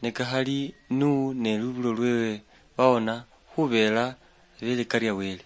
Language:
Luyia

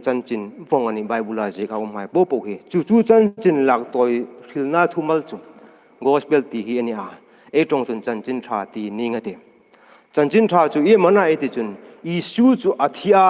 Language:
Hmar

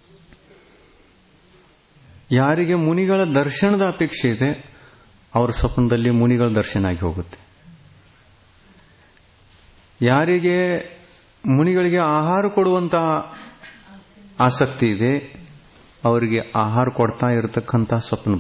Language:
Kannada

